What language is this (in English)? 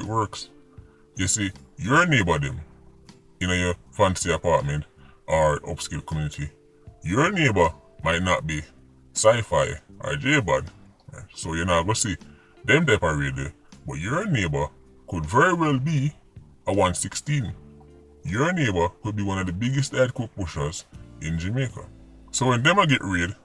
Jamaican Creole English